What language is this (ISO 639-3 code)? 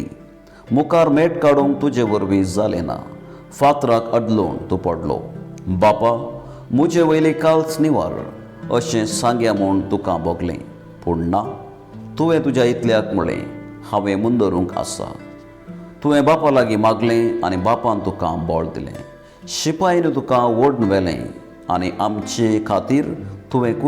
kok